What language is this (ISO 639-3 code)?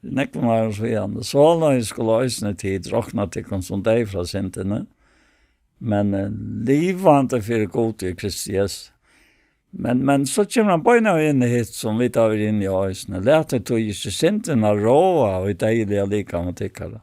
fao